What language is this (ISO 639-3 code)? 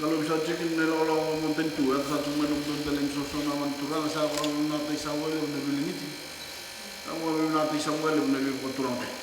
fij